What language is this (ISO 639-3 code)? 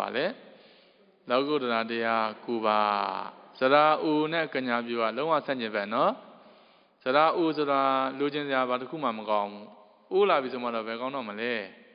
mya